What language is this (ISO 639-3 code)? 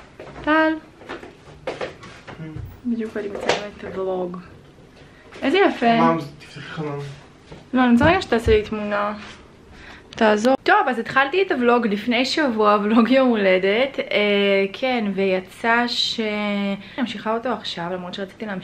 heb